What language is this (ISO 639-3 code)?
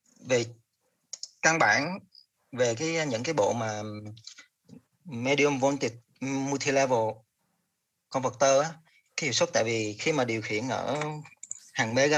vie